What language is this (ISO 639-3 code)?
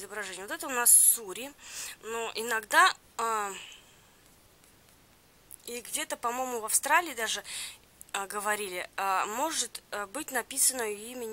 rus